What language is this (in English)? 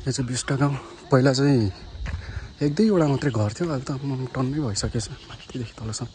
Nepali